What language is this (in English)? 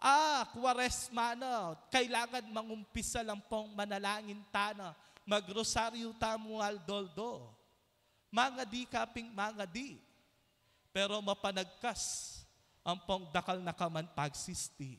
Pampanga